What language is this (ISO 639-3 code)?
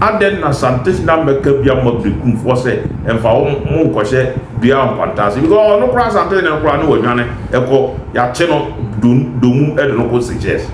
aka